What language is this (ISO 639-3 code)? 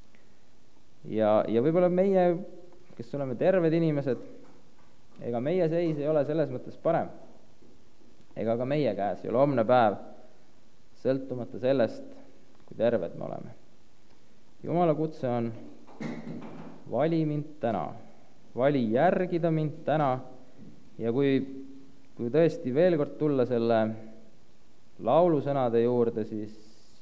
est